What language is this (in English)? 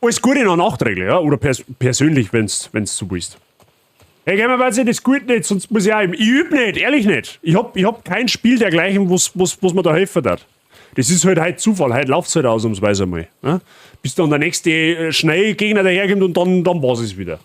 Bavarian